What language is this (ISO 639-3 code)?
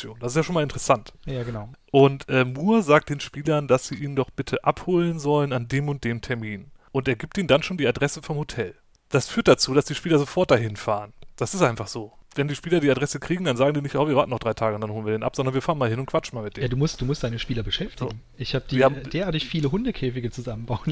deu